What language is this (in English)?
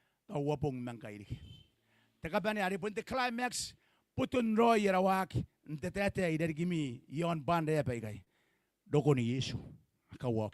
Gilbertese